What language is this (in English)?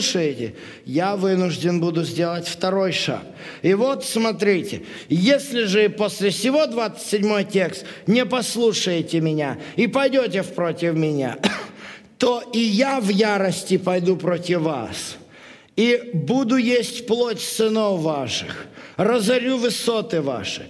Russian